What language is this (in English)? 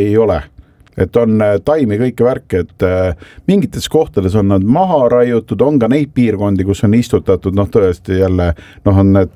Estonian